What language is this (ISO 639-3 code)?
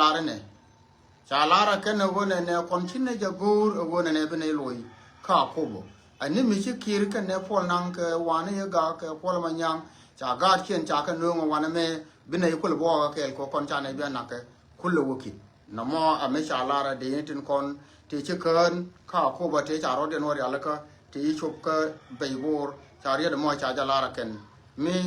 nus